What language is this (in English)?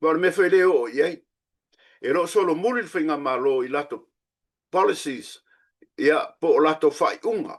Samoan